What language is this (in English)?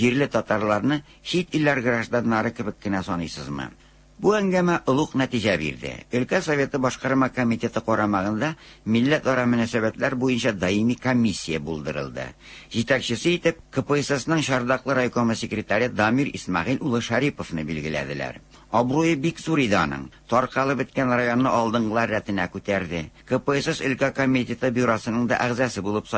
Tatar